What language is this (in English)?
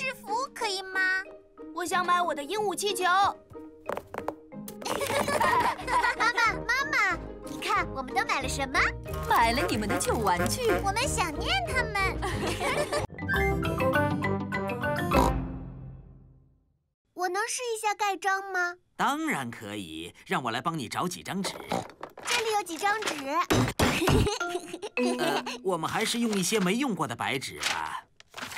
Chinese